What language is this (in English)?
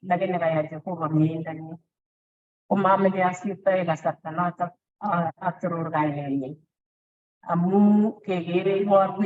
Kalenjin